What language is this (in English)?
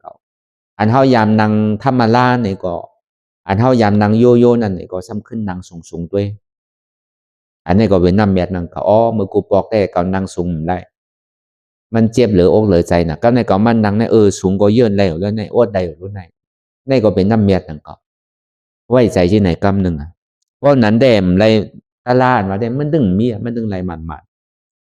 Shan